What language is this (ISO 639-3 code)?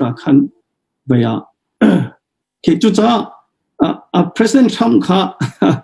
cnh